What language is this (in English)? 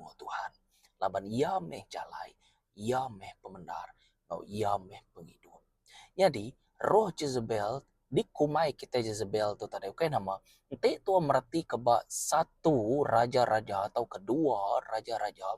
Iban